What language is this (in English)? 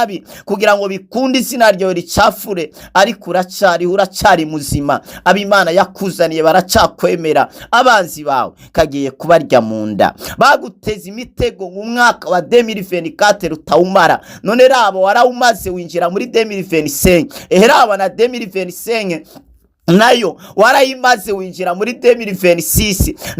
Rundi